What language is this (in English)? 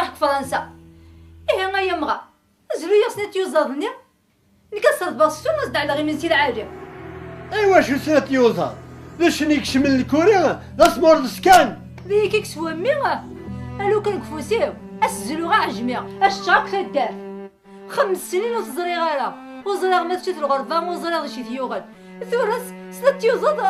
Kabyle